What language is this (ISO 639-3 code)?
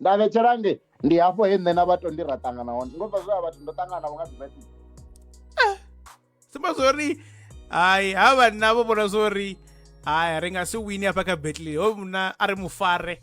ven